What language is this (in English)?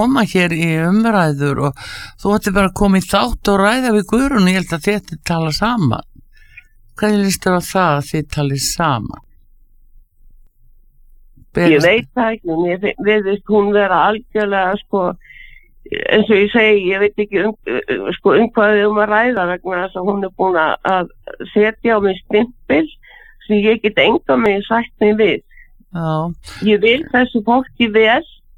Icelandic